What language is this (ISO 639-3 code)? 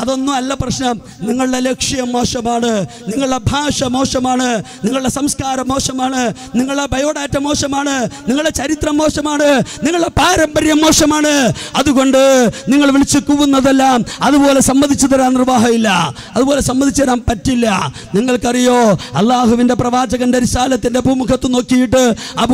mal